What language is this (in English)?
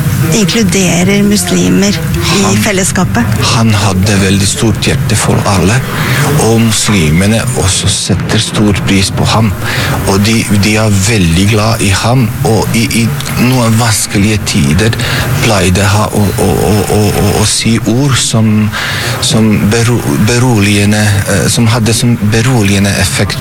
Norwegian